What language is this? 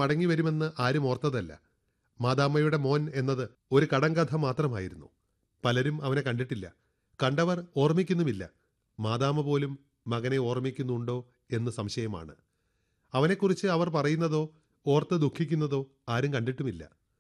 Malayalam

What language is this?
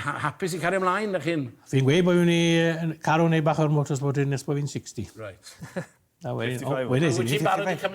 Welsh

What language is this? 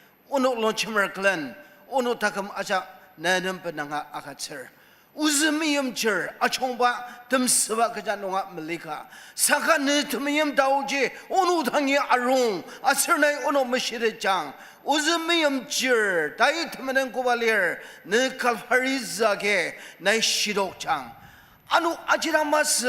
Ao Naga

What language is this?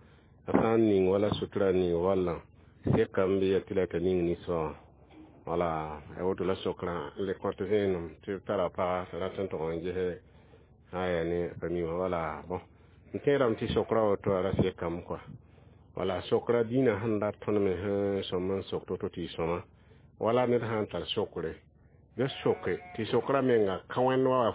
Mossi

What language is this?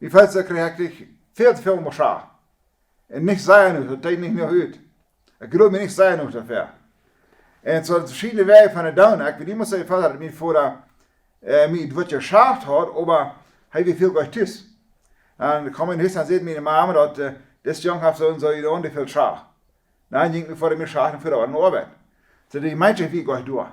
Plautdietsch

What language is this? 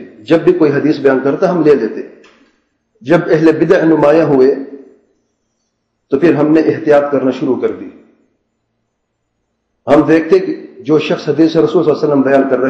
Urdu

